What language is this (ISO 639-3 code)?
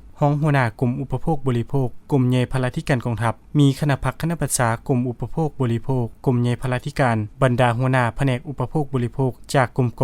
lao